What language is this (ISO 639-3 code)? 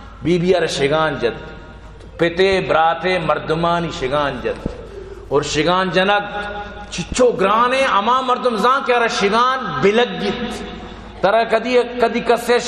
bgp